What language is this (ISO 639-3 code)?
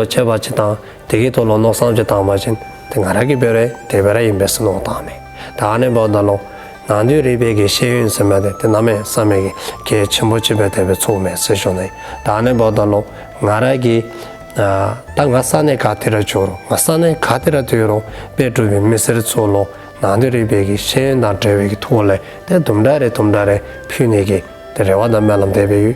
dzo